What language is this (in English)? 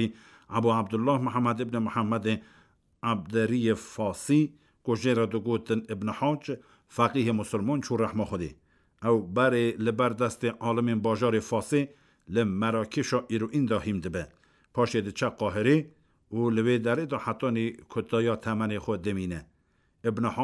Kurdish